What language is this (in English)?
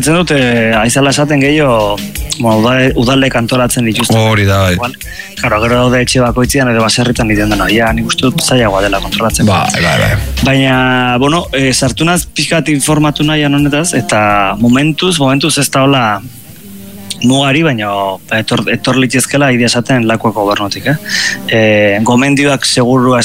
Basque